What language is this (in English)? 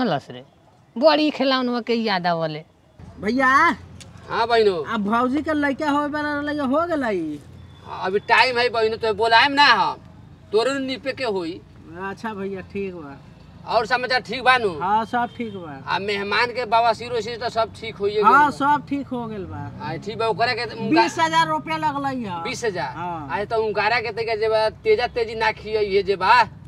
Bhojpuri